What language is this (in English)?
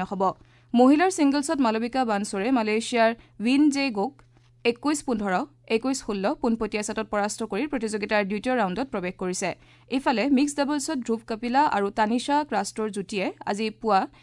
Assamese